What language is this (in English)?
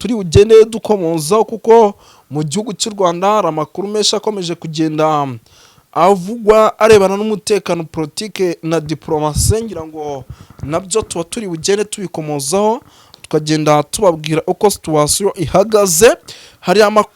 Kinyarwanda